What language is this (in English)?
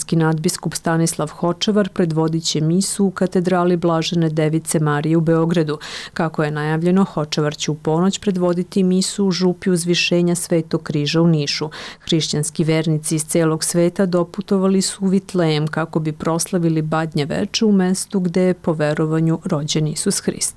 Serbian